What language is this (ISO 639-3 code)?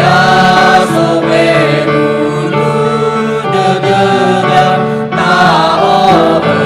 nia